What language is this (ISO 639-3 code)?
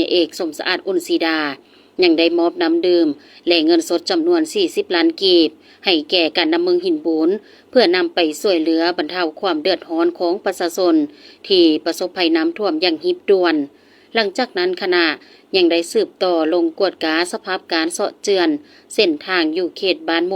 lao